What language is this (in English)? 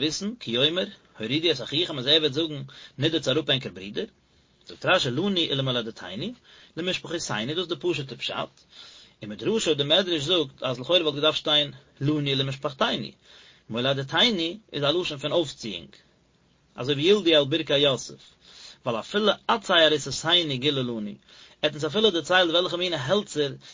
Yiddish